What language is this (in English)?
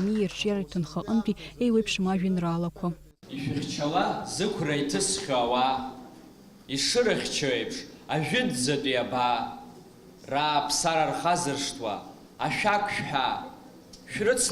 Abkhazian